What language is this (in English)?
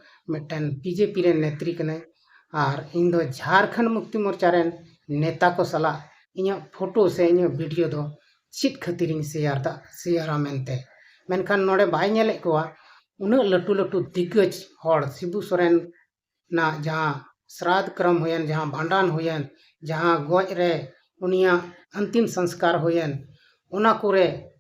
Santali